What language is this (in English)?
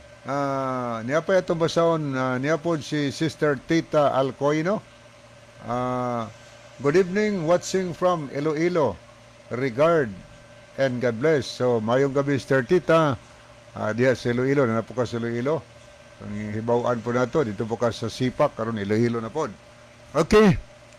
Cebuano